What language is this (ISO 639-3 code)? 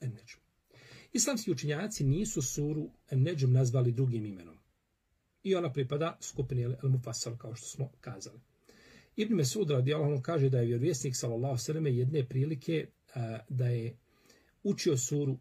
bos